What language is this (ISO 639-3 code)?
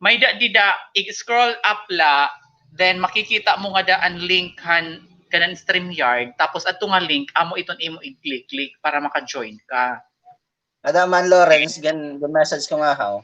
war